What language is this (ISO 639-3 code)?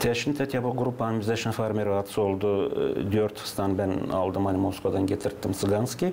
gag